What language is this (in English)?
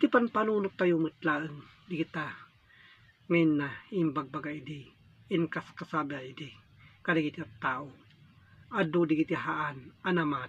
Iloko